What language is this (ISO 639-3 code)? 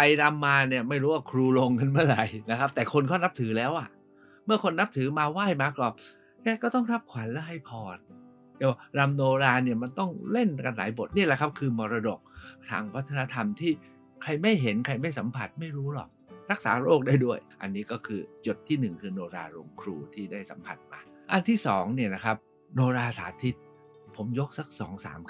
tha